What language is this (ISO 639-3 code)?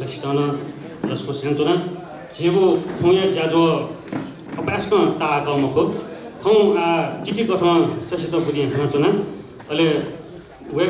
new